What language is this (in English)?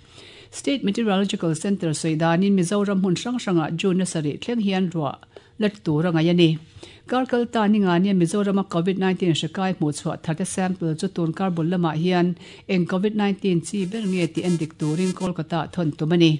Mizo